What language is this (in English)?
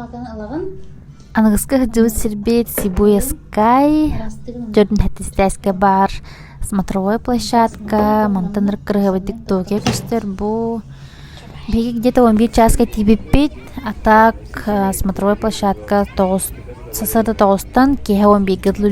Yakut